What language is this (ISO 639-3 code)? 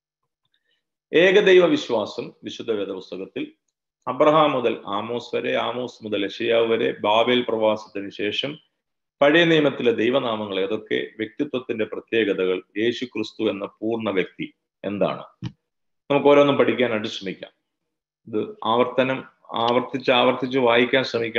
mal